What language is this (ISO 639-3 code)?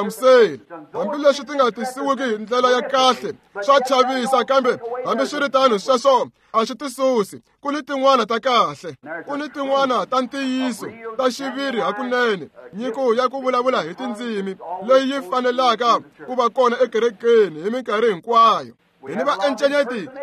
tso